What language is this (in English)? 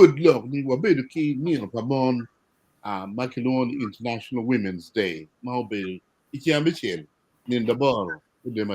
Acoli